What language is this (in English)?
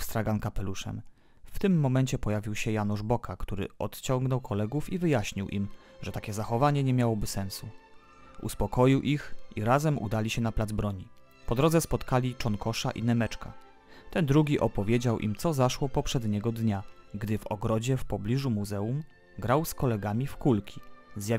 Polish